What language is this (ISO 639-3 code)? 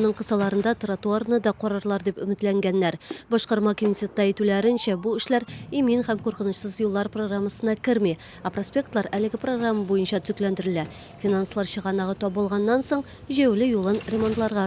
tat